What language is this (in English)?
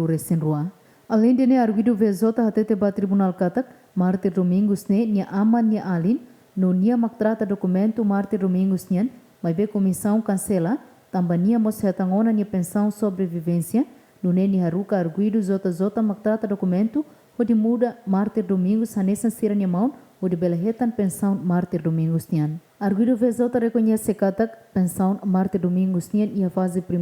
Tetum